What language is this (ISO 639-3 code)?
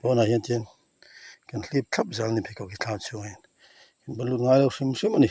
lus